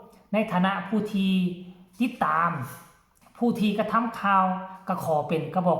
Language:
Lao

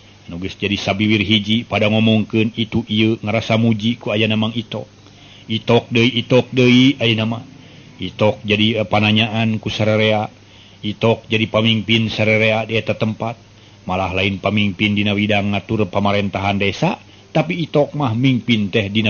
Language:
Sundanese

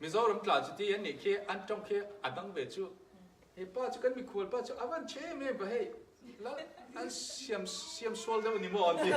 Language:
Falam Chin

